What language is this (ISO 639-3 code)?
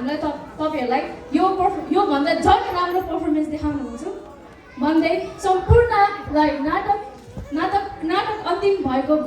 nep